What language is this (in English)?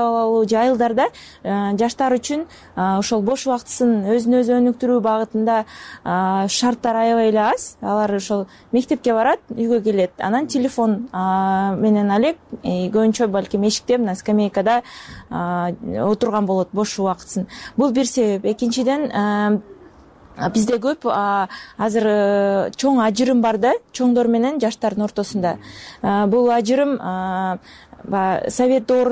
Kyrgyz